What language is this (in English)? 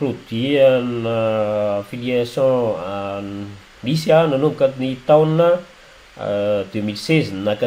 Malagasy